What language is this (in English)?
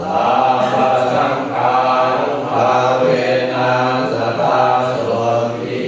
Pali